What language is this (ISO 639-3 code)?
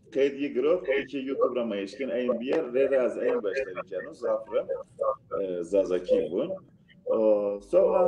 zza